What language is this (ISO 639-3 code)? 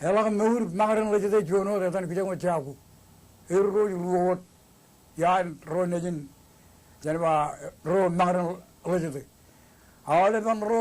mah